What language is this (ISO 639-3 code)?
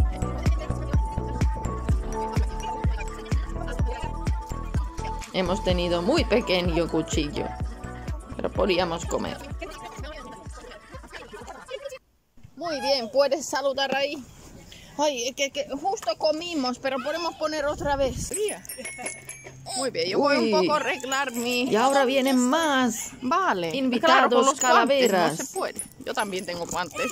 spa